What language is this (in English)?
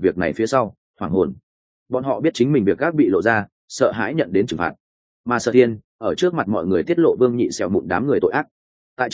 Vietnamese